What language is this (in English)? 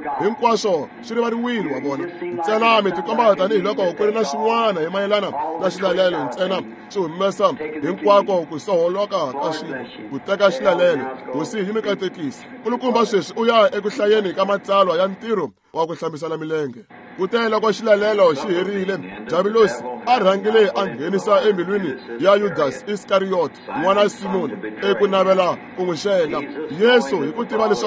Tsonga